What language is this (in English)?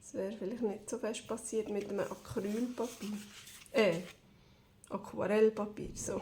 Swiss German